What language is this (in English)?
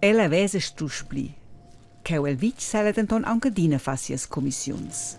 Romansh